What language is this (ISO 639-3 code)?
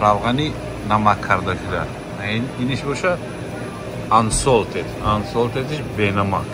tgk